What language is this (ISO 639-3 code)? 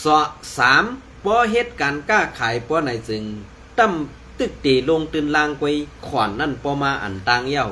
shn